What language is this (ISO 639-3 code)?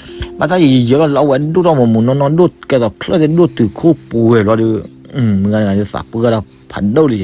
ksw